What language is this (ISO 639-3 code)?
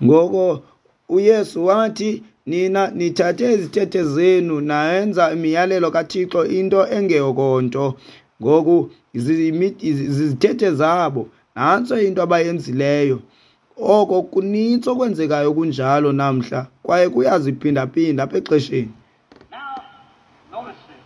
xho